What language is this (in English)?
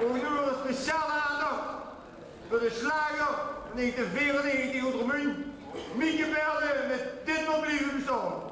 Limburgish